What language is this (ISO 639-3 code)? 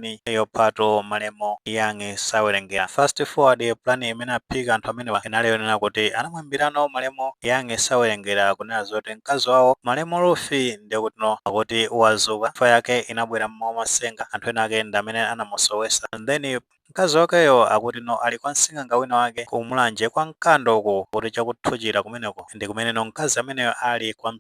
nya